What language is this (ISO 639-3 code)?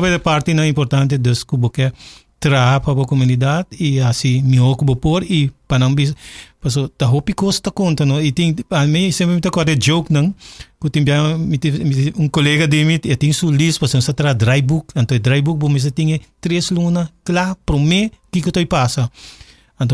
pap